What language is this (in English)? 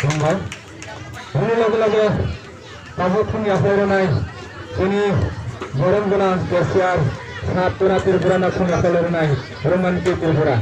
Kok Borok